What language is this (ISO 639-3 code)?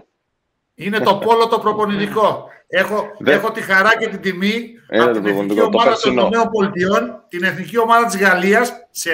ell